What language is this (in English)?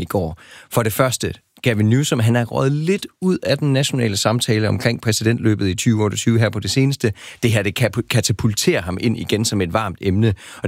Danish